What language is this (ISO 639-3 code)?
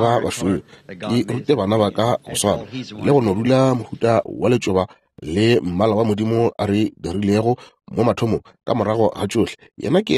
nso